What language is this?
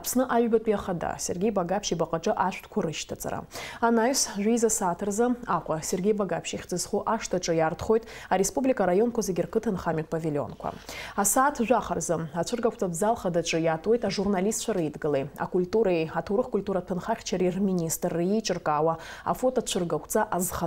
Abkhazian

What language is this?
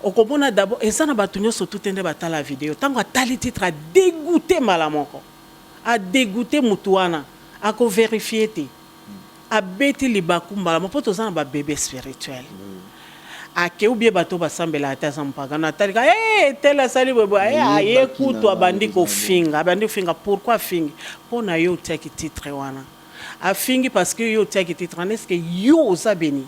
Lingala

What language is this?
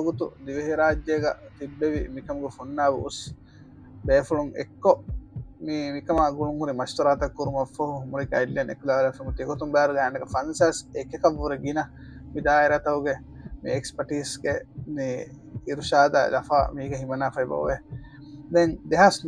Divehi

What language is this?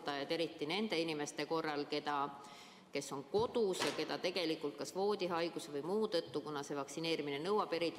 Estonian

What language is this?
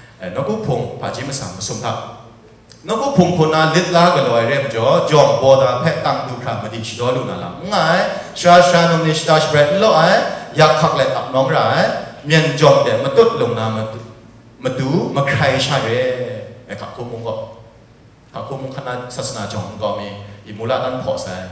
Kachin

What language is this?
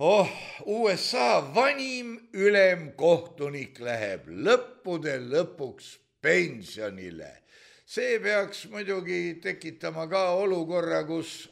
Estonian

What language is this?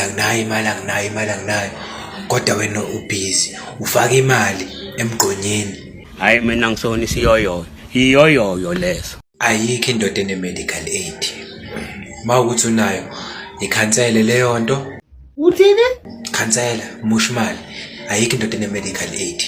Zulu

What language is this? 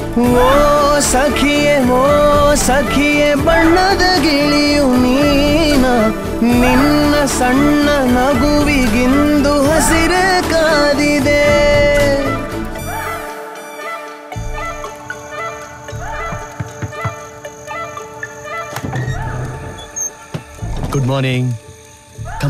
Kannada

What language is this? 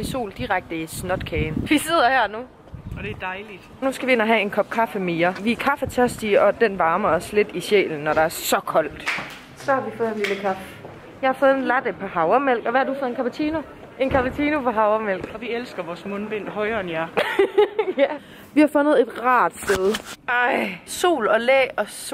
Danish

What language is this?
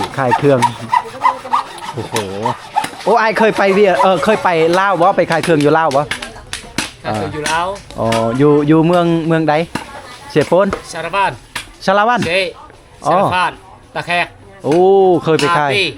Lao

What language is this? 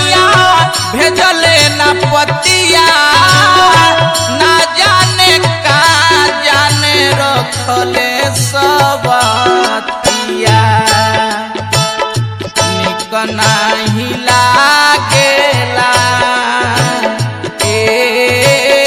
Bhojpuri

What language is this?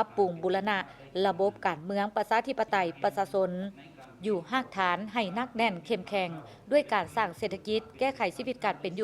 Lao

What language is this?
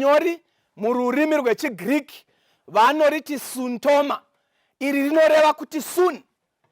Shona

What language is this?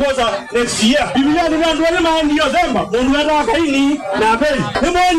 Kamba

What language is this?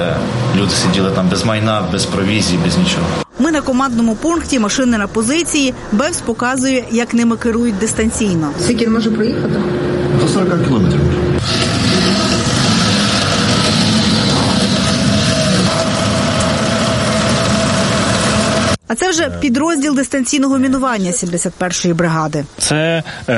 Ukrainian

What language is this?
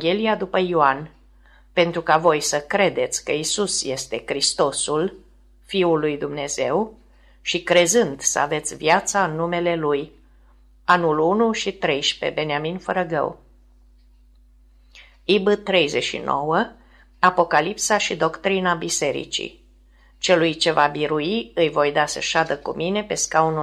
Romanian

